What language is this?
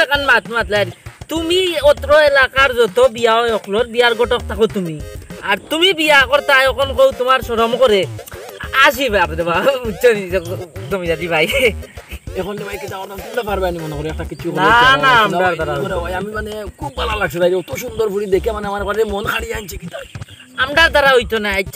Sylheti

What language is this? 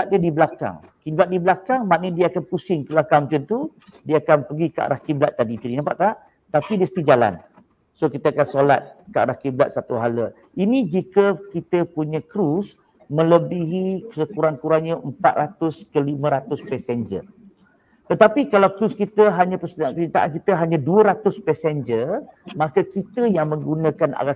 Malay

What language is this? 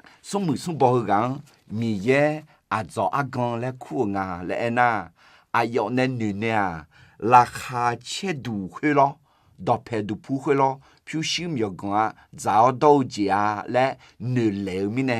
Akha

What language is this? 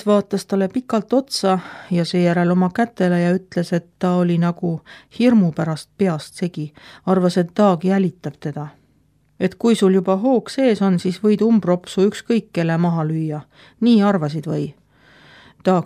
Estonian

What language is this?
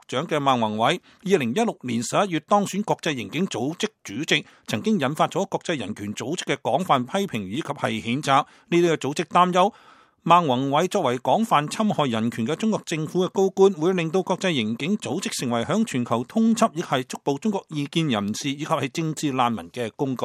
Cantonese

